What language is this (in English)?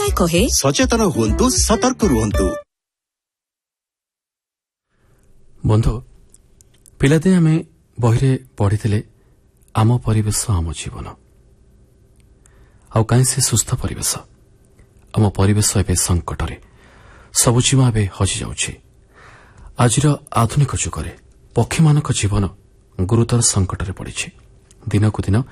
Odia